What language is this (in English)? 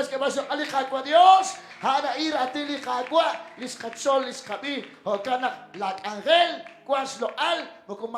Kekchí